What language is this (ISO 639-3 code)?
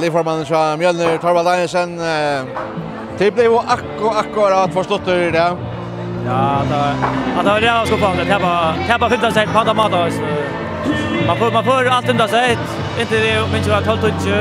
fao